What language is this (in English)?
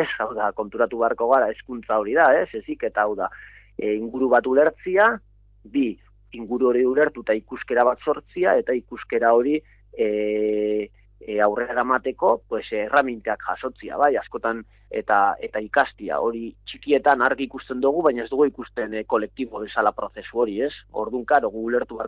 Basque